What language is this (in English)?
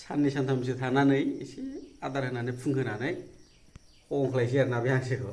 Bodo